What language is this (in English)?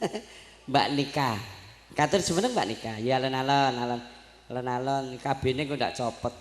Javanese